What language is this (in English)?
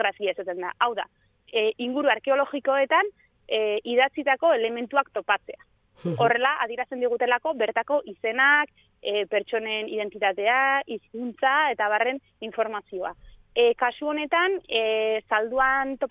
Basque